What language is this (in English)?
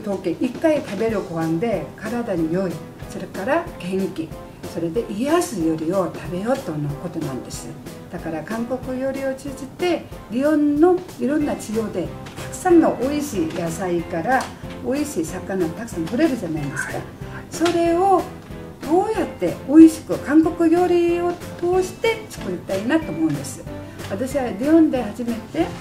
Japanese